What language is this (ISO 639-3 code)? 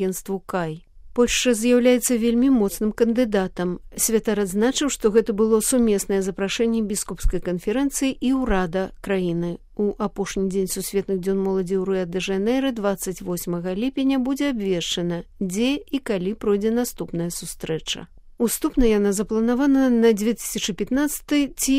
bel